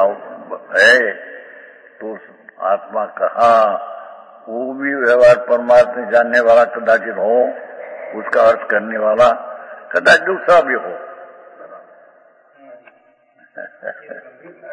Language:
Hindi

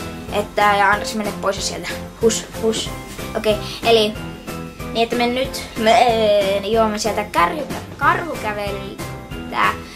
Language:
Finnish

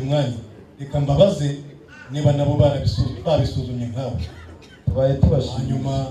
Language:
Kinyarwanda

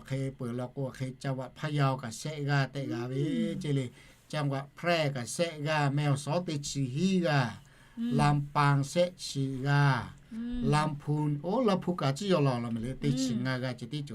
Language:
Lahu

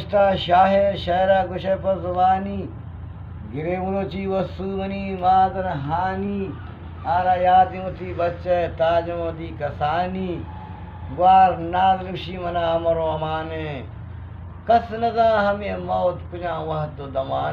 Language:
Eastern Balochi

